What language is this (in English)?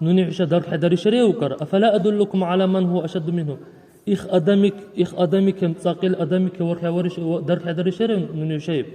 Dargwa